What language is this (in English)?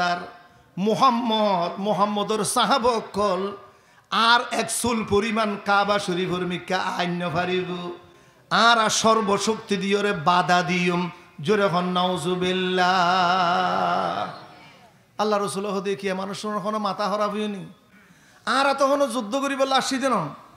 Rohingya